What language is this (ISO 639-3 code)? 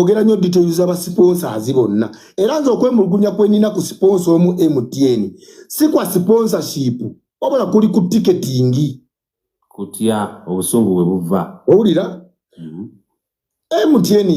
lug